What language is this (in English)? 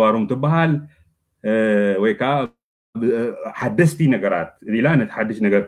Tigrinya